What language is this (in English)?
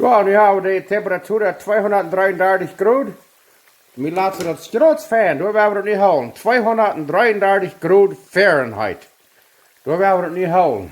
Plautdietsch